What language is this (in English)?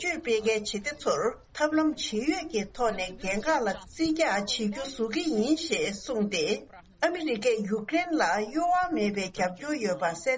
Tibetan